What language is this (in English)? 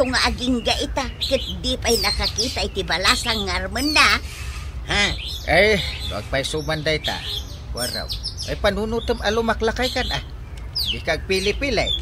Iloko